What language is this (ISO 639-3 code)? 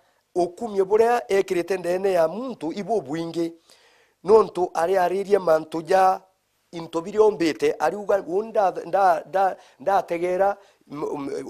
mer